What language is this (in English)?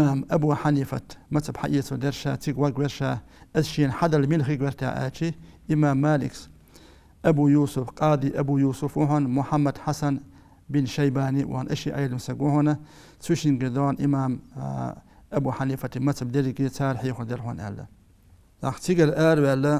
Chechen